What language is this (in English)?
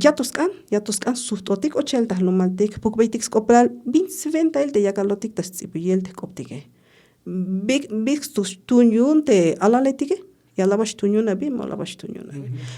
Tzeltal